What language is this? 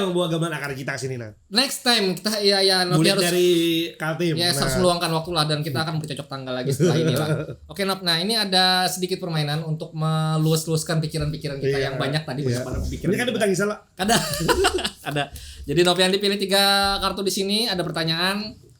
Banjar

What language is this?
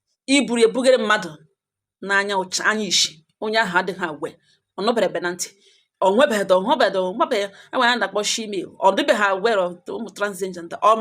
Igbo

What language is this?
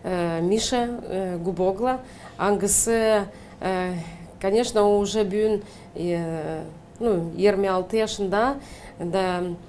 Gagauz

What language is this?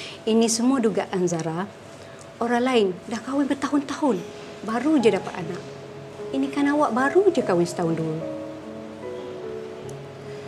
Malay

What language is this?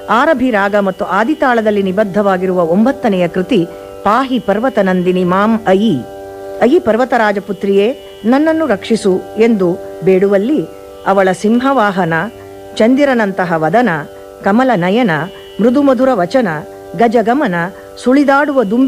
Kannada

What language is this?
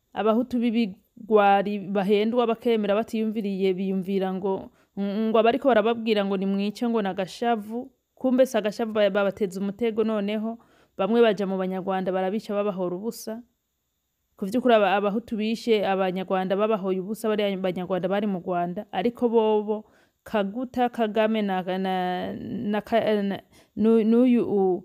Rundi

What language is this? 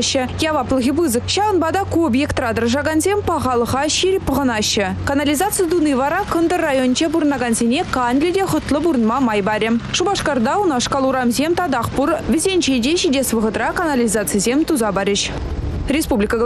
Chuvash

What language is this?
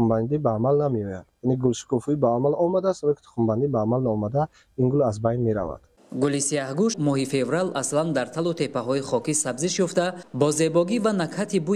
Tajik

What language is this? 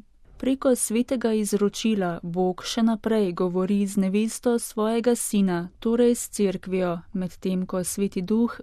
Slovenian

